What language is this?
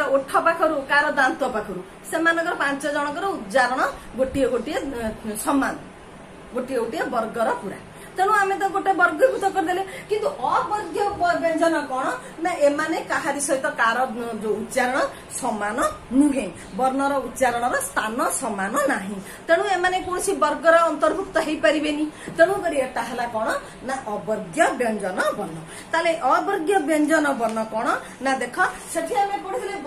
Odia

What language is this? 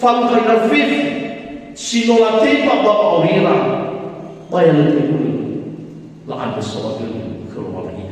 Nias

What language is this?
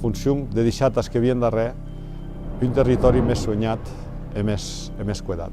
Occitan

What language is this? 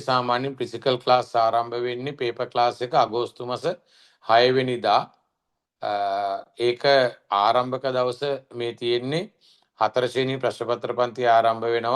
Sinhala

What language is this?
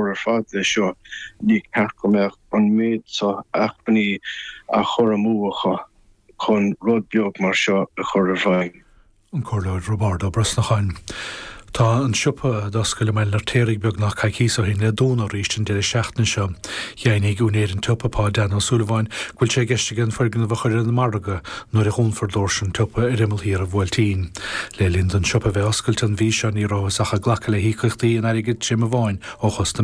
Irish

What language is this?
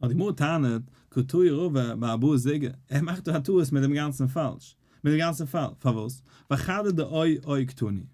Yiddish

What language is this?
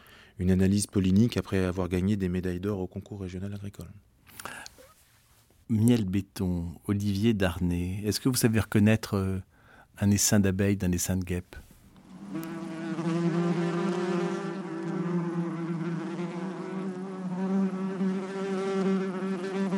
French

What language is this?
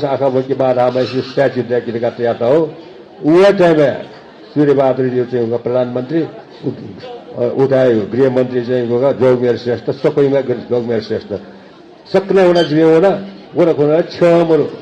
Newari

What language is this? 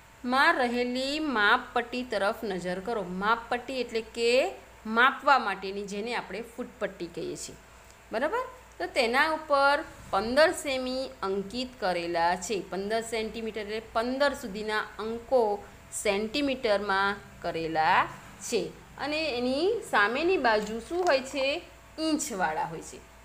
Gujarati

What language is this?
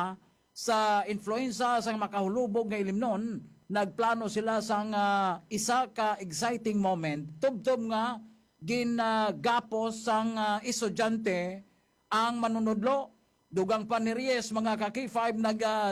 Hiligaynon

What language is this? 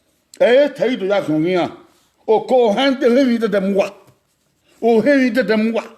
Bini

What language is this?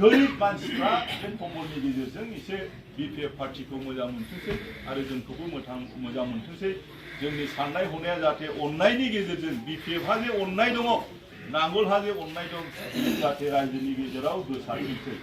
Bodo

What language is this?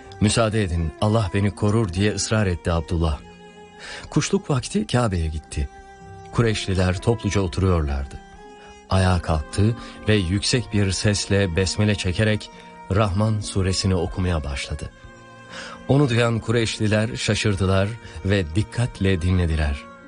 Turkish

